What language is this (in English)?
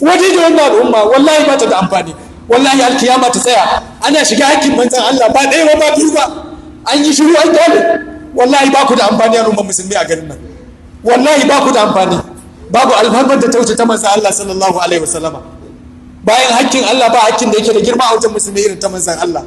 Hausa